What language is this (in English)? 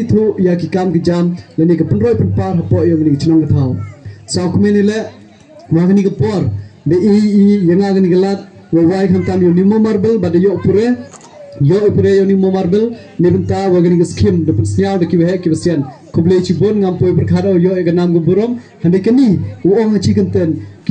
Pnar